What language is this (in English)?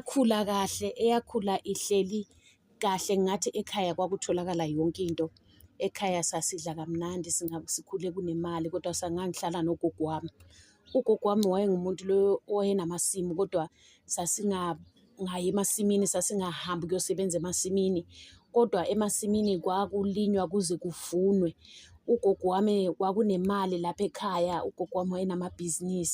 Zulu